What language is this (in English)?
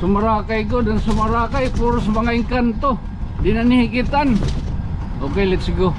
Waray